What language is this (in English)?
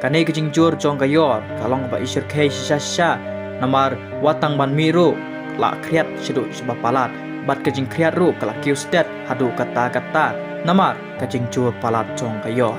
Khasi